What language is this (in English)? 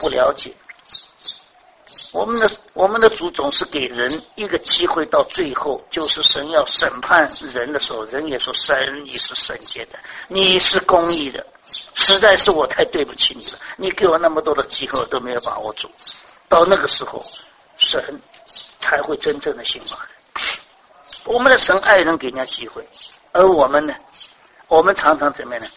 Chinese